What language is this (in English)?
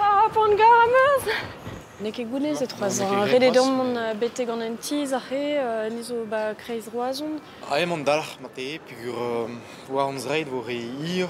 Breton